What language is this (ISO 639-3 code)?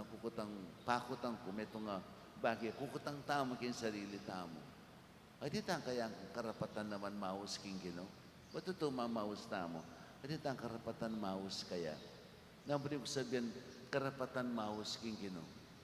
pam